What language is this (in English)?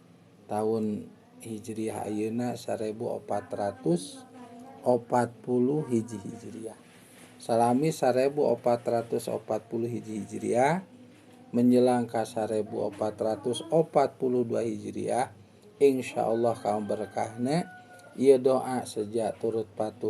Sundanese